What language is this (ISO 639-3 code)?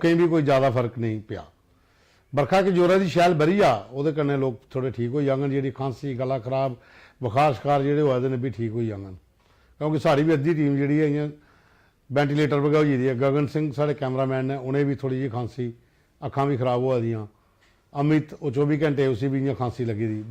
doi